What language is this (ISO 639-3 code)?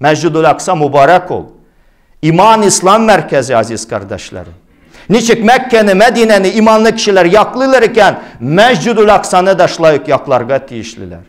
tat